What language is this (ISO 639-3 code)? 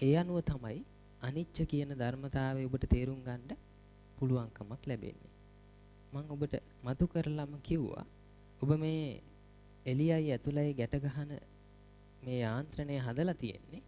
sin